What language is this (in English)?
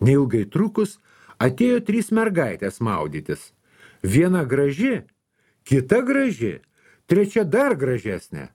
Lithuanian